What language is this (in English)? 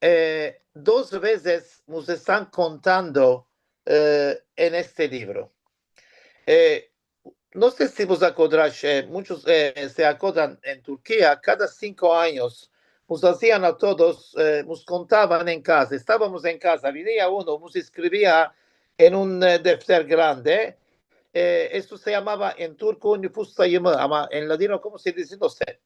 Ladino